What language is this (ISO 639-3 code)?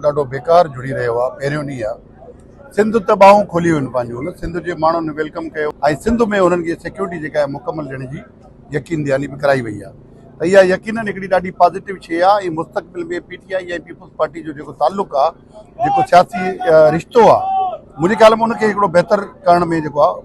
snd